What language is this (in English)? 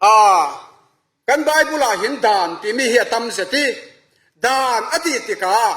Falam Chin